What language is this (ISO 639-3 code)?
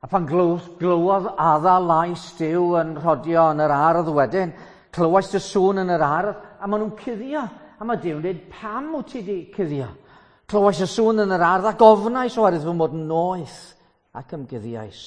cym